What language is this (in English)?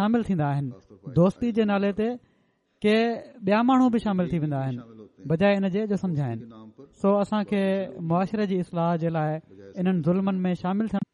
Sindhi